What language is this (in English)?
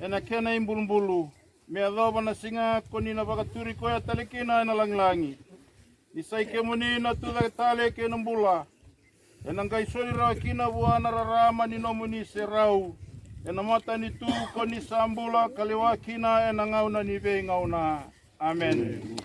Fijian